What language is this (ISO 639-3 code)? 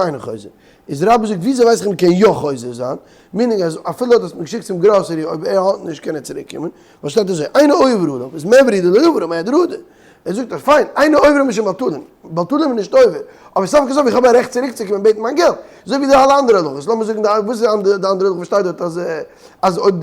yid